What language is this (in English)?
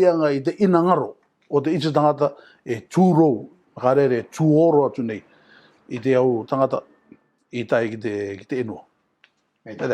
Rarotongan